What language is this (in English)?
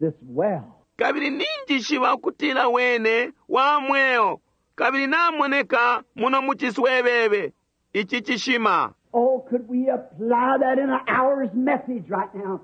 Bemba